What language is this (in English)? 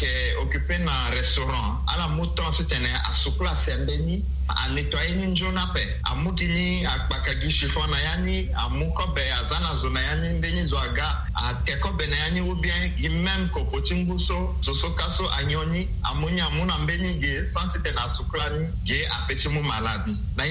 Sango